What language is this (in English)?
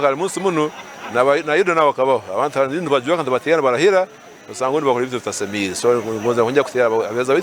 Nyankole